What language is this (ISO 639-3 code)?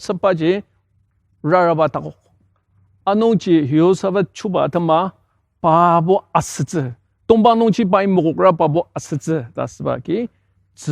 njo